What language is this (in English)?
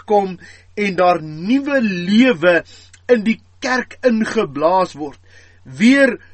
Afrikaans